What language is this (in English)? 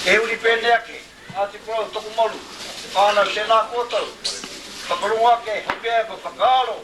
Māori